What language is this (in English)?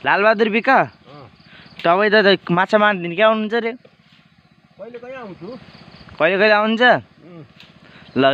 Nepali